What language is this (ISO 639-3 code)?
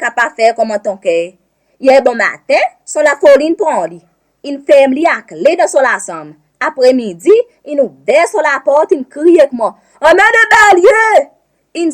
crs